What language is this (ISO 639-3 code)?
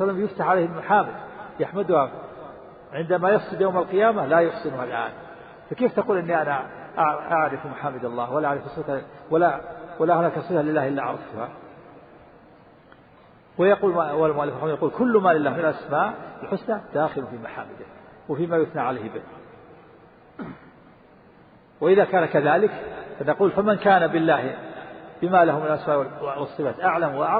ara